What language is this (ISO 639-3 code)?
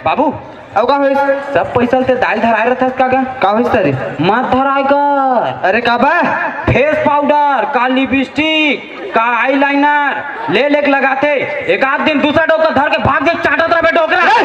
hne